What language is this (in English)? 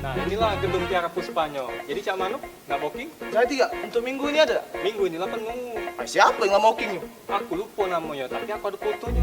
Musi